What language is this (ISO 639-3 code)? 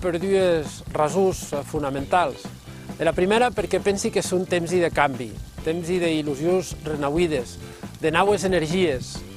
oci